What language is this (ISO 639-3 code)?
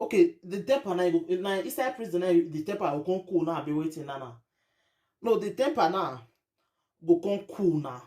pcm